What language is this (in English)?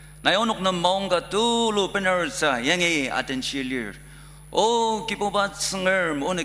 Ao Naga